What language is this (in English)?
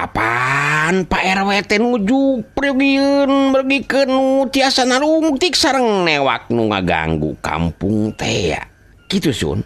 Sundanese